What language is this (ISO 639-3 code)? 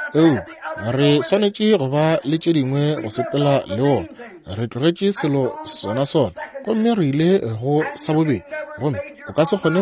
nso